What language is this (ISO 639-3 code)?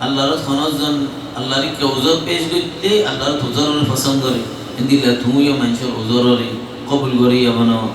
rhg